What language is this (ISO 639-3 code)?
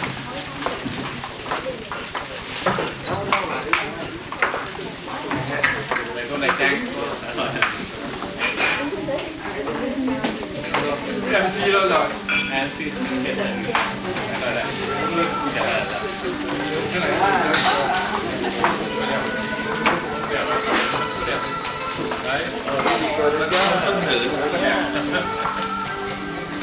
vie